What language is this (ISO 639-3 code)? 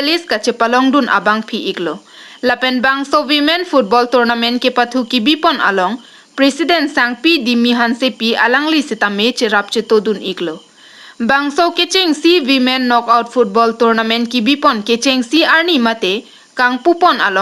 mjw